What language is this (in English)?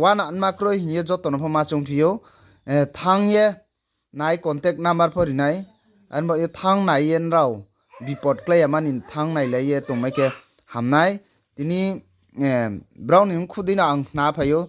Riang (India)